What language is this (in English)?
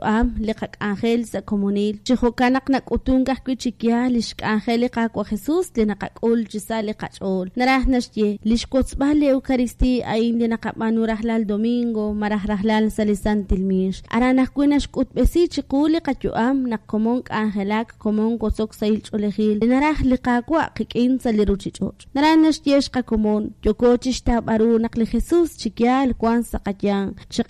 Kekchí